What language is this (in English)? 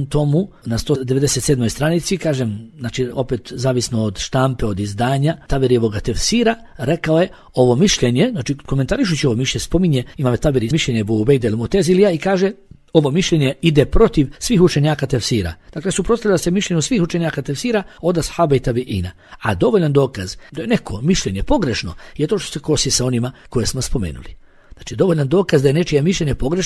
Bosnian